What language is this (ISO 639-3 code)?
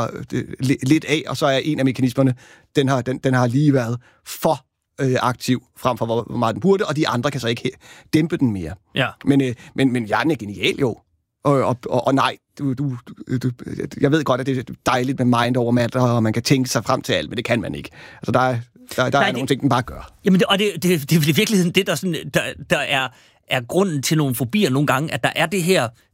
dan